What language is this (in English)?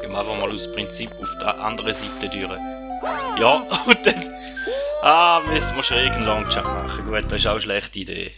Swiss German